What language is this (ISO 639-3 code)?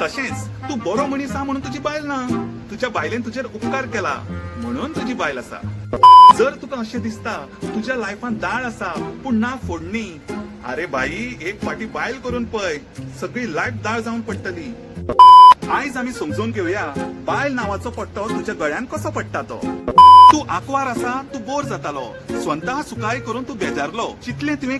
kok